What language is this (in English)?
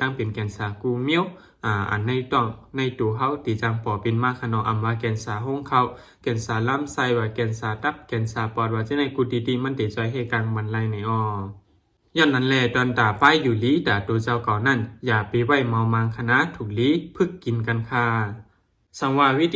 Shan